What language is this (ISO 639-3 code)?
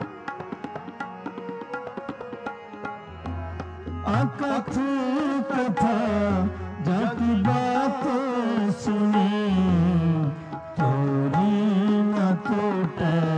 pan